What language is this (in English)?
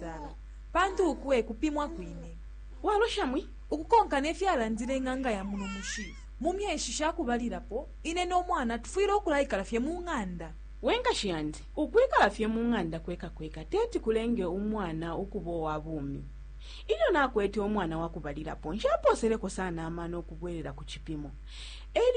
Bemba